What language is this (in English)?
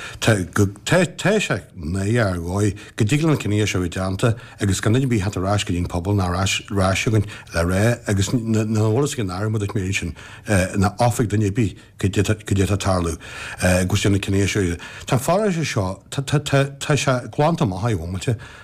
Irish